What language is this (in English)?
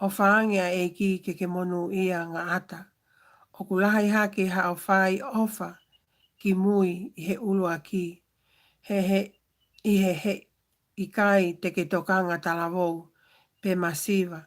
Tongan